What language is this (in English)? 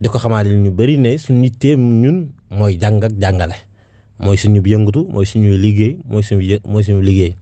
Wolof